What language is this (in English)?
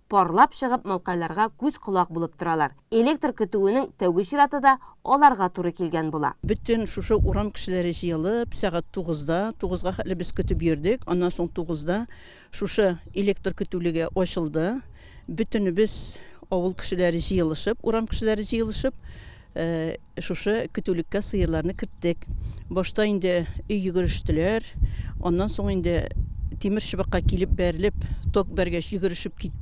Tatar